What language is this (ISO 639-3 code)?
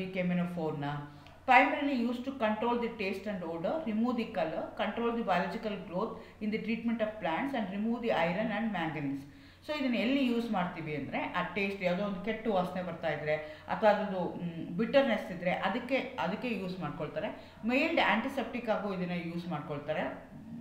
kan